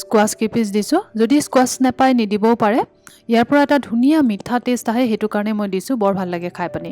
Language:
Assamese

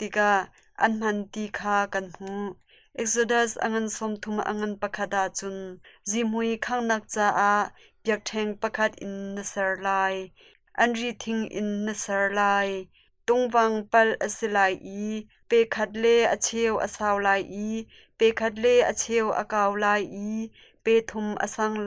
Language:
Hakha Chin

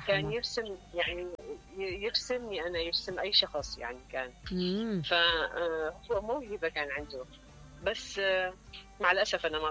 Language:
Mesopotamian Arabic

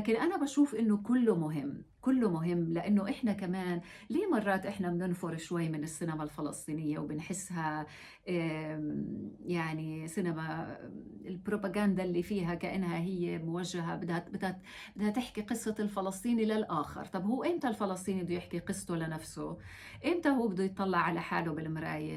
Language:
North Levantine Arabic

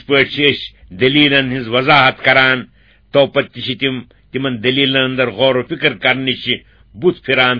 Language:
Kashmiri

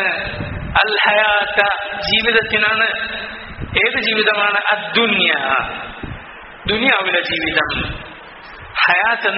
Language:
Malayalam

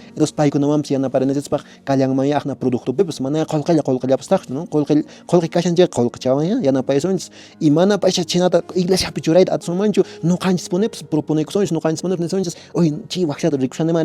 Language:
Quechua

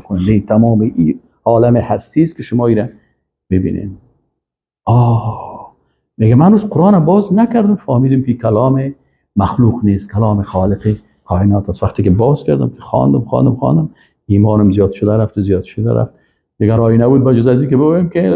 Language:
Persian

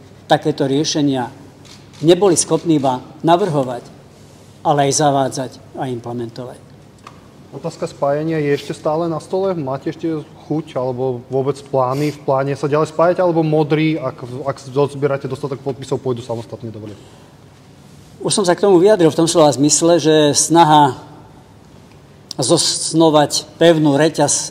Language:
Slovak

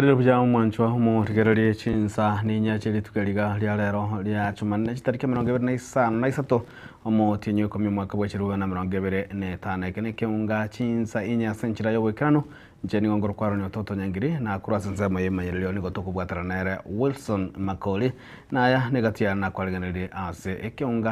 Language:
Gusii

